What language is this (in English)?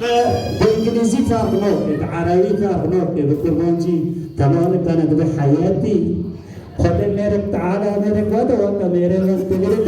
Kurdish